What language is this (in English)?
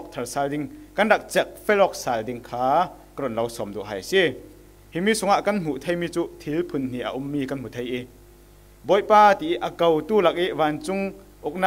Falam Chin